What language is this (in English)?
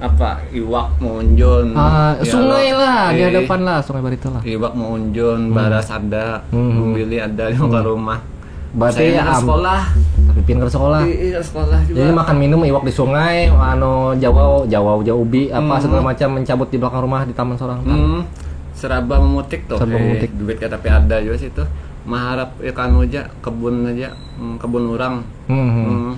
Banjar